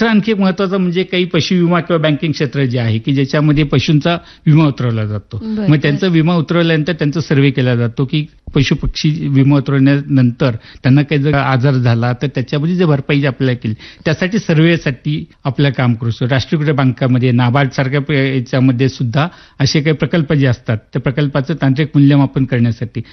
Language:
Marathi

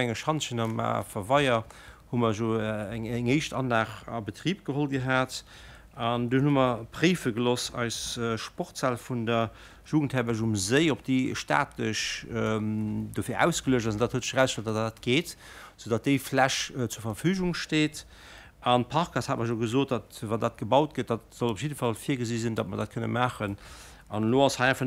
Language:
Luxembourgish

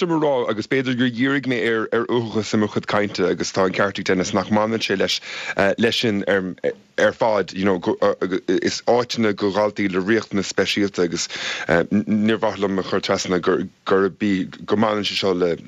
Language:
Irish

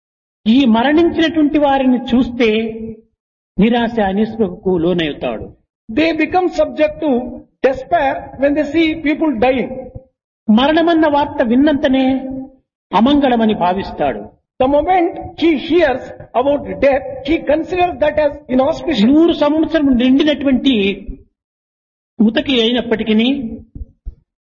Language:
Telugu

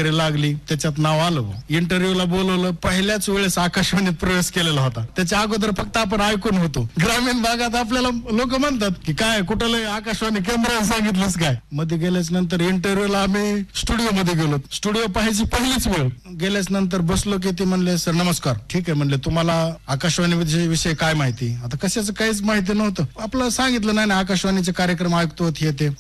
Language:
Marathi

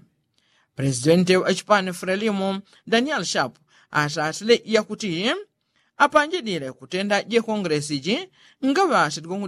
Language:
Yao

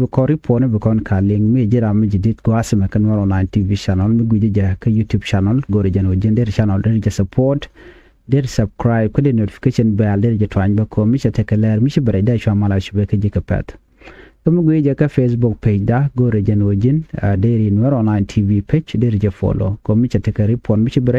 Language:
Nuer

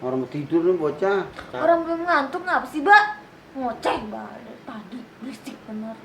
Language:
Betawi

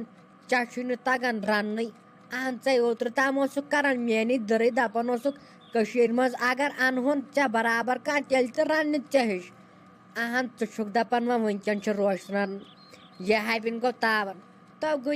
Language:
Kashmiri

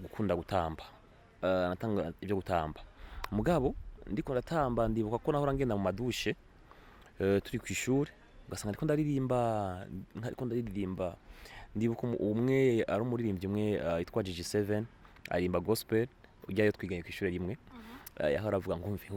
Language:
Rundi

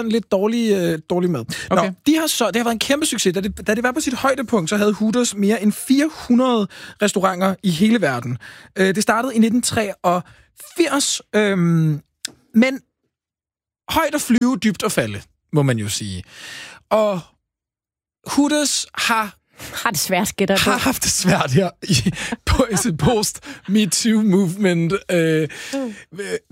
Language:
Danish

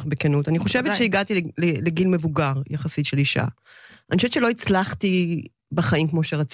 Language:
Hebrew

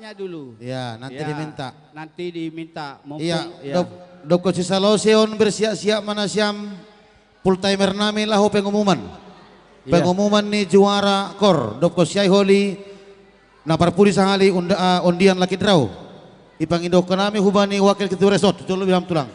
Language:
Batak Simalungun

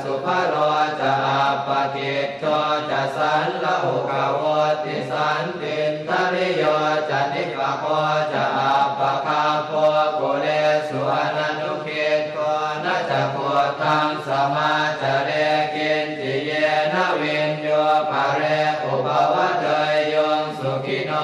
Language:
Pali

